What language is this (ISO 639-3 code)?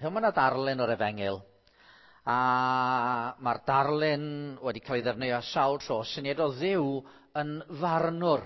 cym